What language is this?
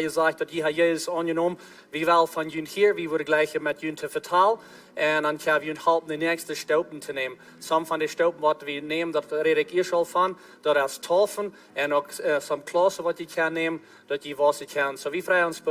Plautdietsch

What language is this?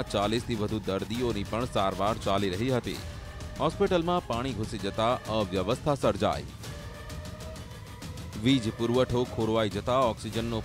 Gujarati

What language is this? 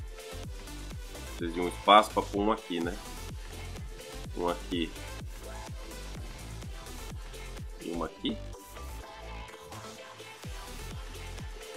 Portuguese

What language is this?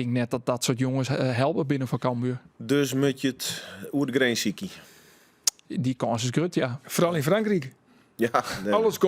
Western Frisian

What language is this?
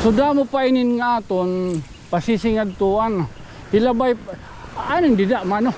Waray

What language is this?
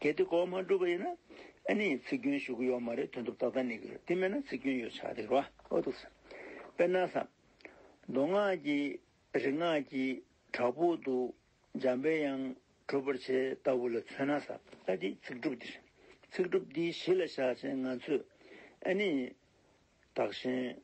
Tibetan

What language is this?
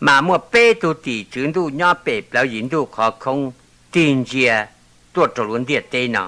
Hmong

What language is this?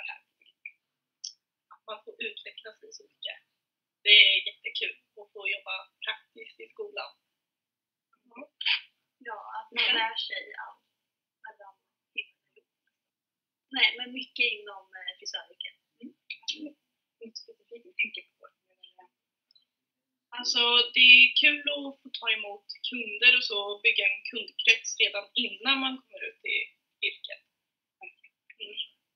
Swedish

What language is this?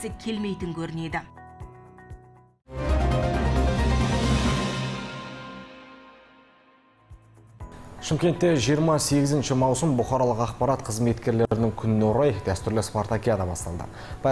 Kazakh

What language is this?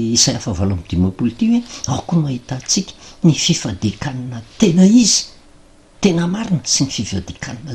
Malagasy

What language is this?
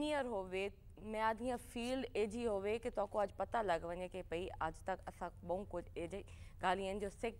Saraiki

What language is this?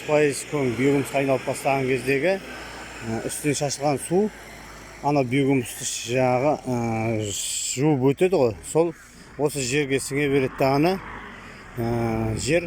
Kazakh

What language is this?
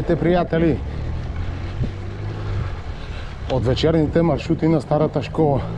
Bulgarian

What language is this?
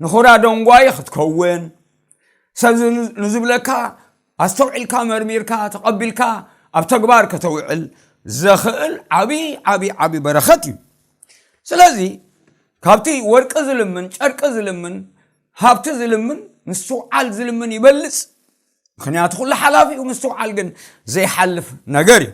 Tigrinya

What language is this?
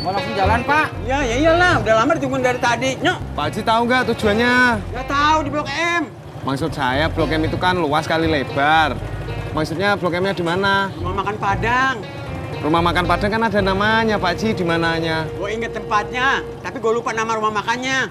Betawi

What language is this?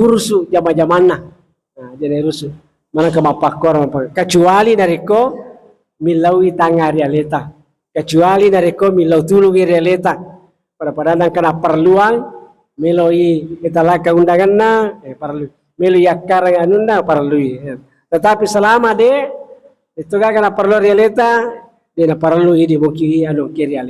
Buginese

